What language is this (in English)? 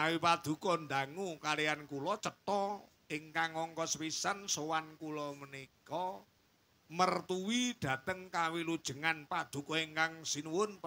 Javanese